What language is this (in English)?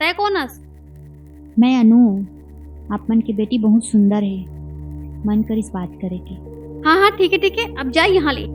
Chhattisgarhi